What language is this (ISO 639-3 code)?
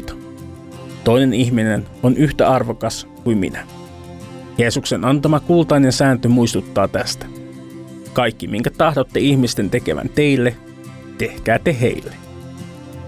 fin